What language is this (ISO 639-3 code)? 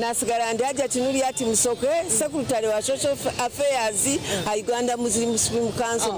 nyn